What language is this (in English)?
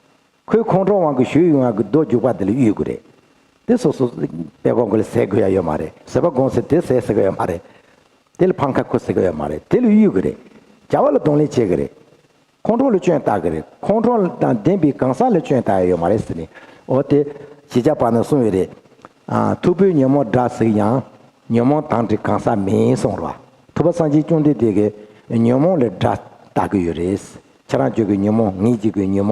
Tibetan